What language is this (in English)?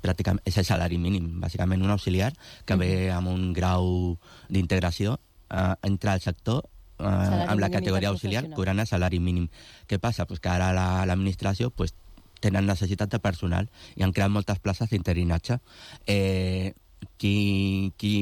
Catalan